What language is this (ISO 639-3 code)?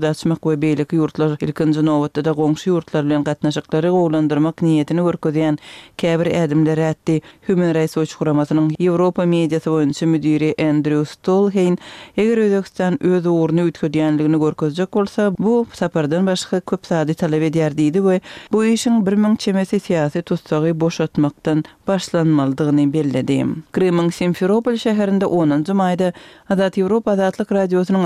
tuk